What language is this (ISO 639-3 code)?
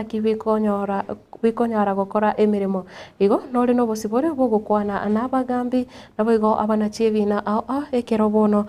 guz